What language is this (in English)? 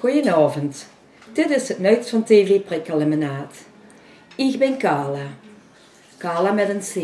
Limburgish